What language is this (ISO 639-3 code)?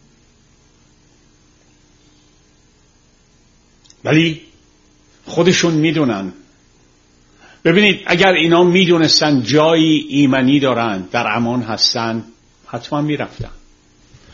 fas